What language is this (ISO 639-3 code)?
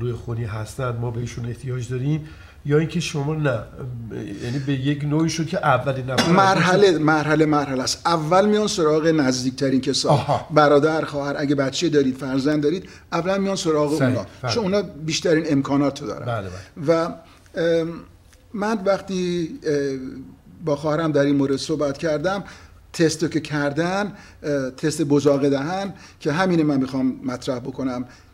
fas